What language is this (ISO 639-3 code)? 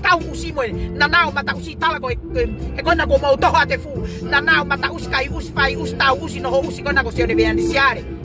ton